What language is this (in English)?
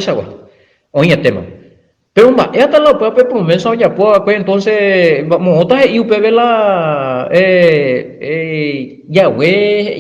Guarani